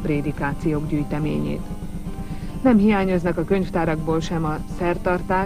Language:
Hungarian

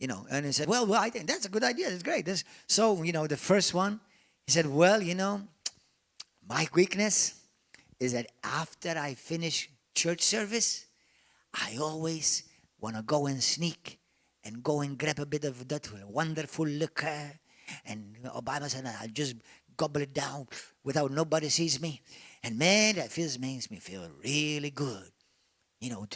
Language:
English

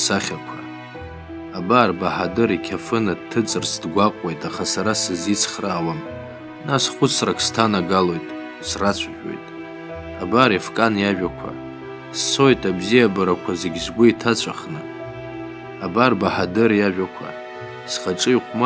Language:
Abkhazian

